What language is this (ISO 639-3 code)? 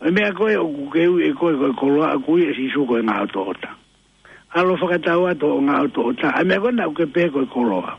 ton